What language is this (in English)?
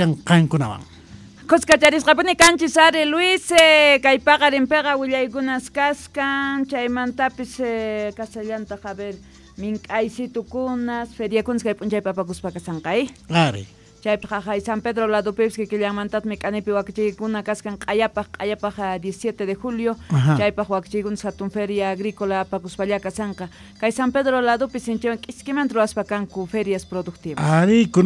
Quechua